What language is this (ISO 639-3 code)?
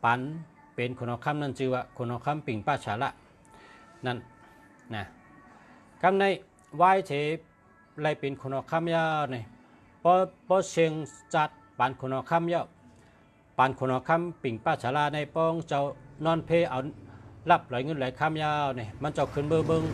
shn